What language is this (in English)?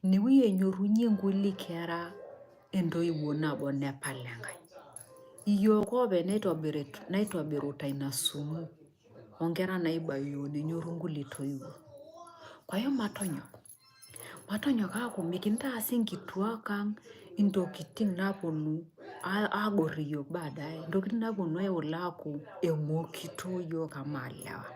Masai